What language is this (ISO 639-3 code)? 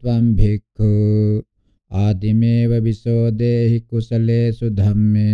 pli